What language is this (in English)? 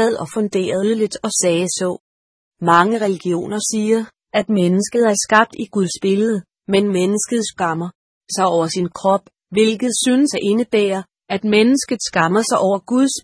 Danish